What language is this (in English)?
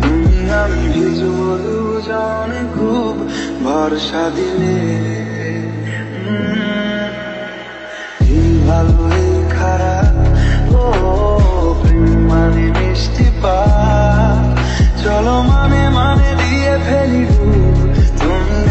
Bangla